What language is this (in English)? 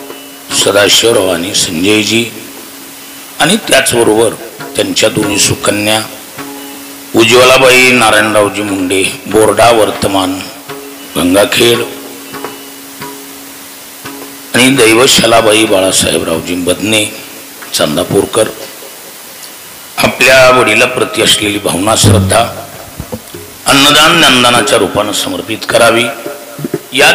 Marathi